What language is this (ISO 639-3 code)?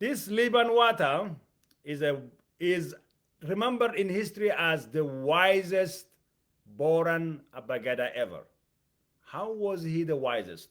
eng